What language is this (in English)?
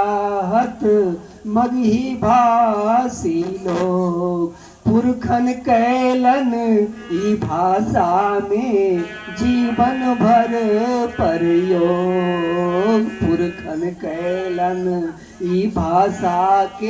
Magahi